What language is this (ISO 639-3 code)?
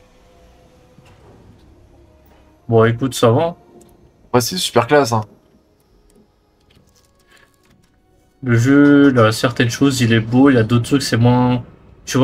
fra